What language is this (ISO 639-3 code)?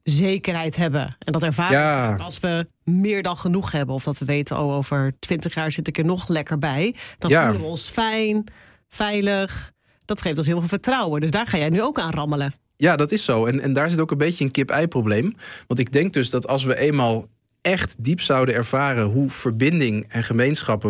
nld